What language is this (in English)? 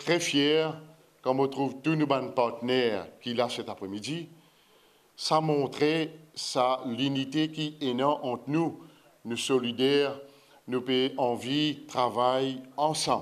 Morisyen